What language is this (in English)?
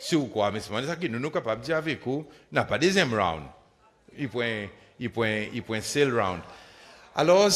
Seselwa Creole French